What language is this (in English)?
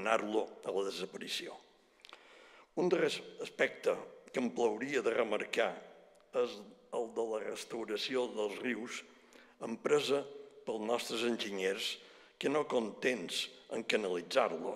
Catalan